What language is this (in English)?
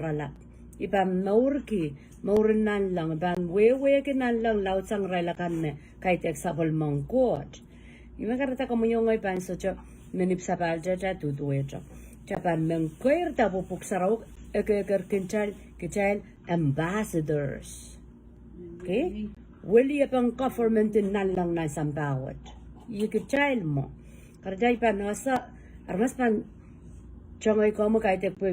Pohnpeian